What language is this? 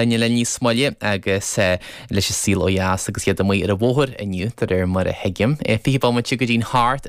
Irish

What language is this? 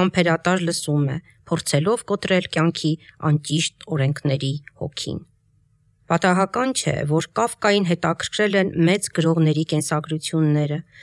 Armenian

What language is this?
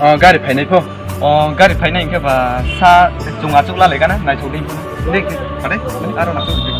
Kok Borok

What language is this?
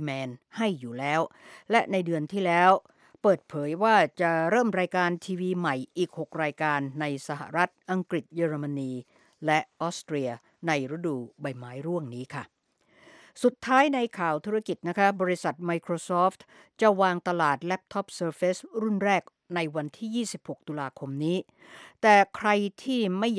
Thai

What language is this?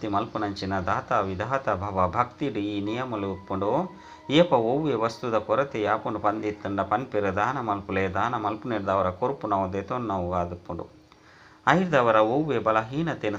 Tulu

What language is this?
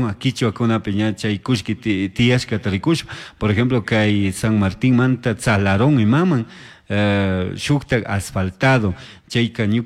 Chimborazo Highland Quichua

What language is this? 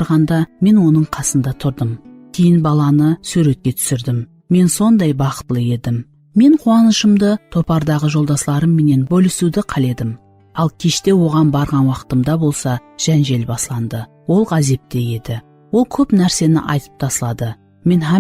Kara-Kalpak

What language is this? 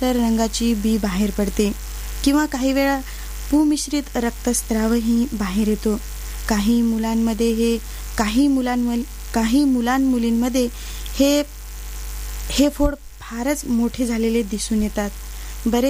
Marathi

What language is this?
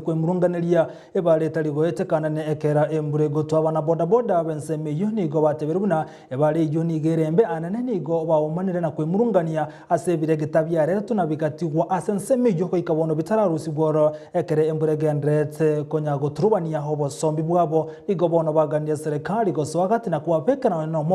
Gusii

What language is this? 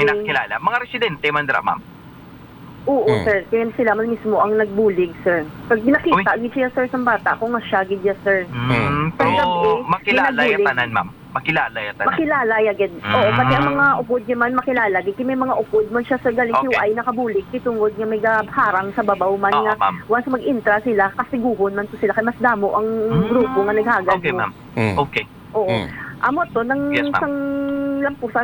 Hiligaynon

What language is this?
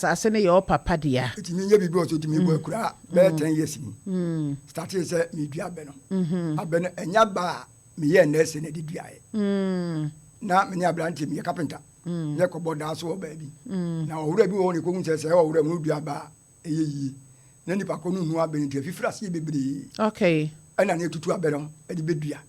Akan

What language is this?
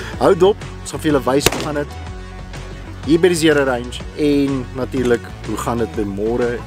Afrikaans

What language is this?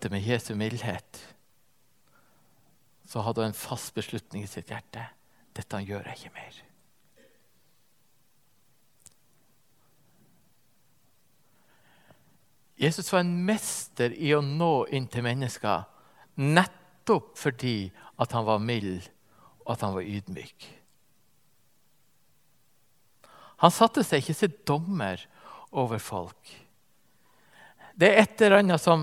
Norwegian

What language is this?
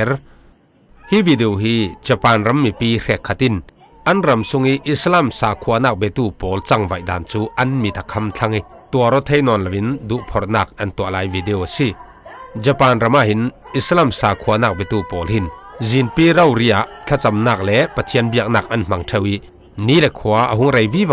Falam Chin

